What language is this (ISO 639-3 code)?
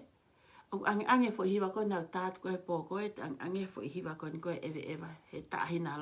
ton